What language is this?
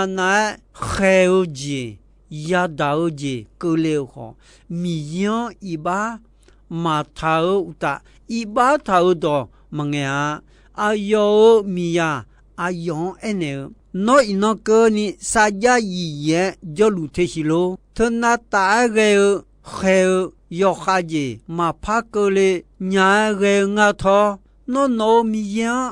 Akha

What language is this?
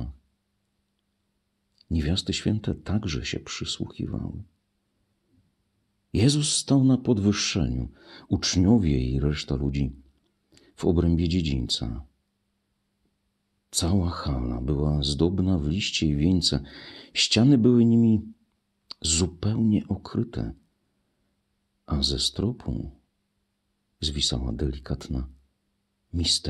Polish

